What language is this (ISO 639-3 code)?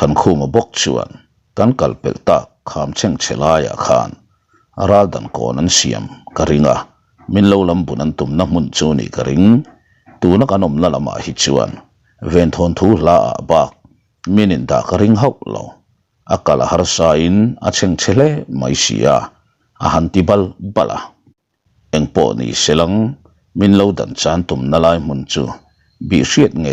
lus